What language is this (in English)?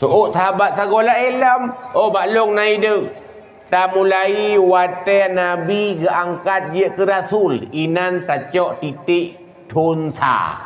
Achinese